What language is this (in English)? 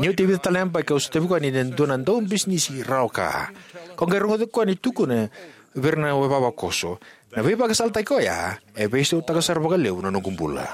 Fijian